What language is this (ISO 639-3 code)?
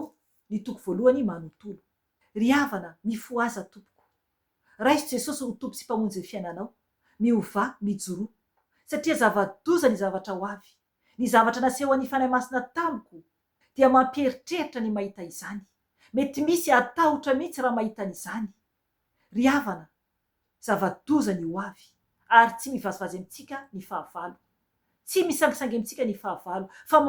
mlg